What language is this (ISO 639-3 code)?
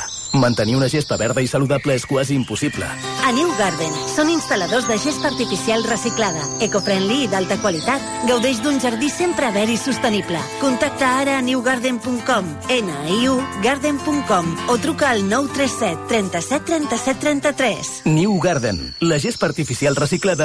cat